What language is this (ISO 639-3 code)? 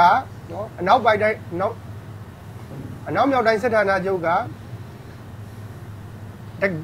mya